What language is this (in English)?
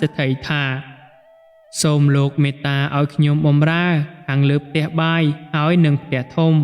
Khmer